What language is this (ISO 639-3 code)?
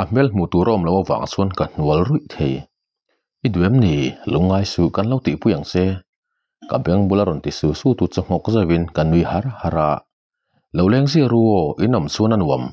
lus